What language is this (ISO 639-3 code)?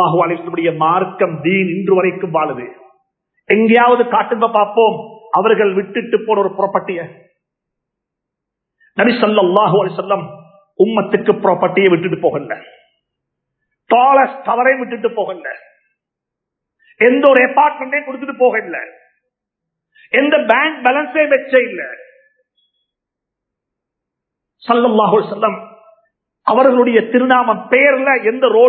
tam